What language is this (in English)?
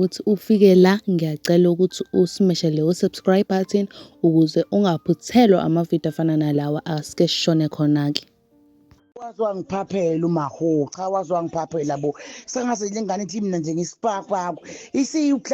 Zulu